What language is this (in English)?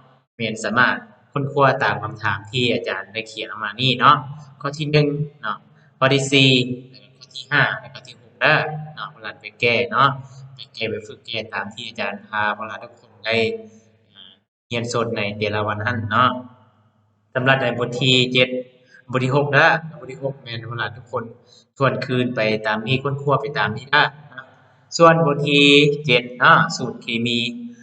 Lao